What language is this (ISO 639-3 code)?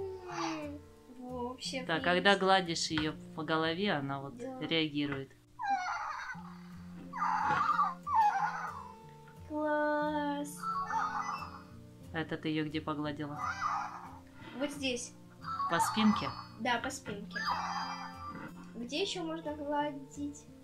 rus